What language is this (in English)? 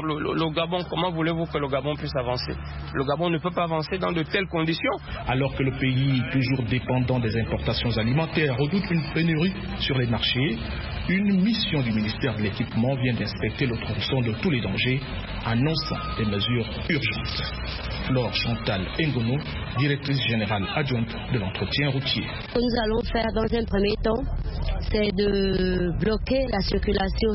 French